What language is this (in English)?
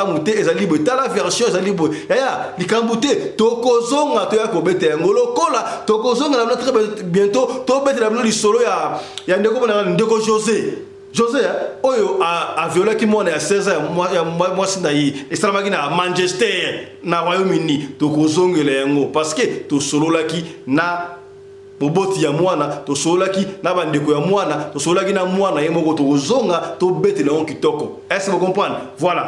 Lingala